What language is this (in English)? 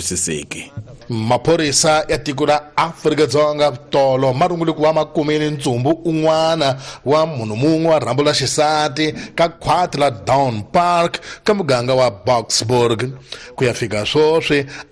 Tsonga